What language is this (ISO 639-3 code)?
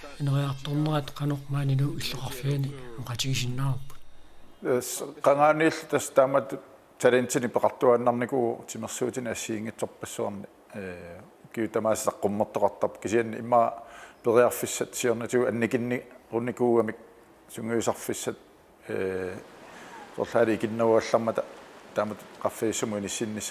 kal